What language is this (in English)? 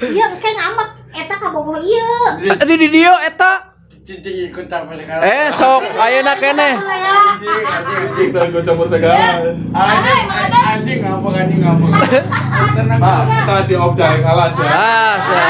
Sundanese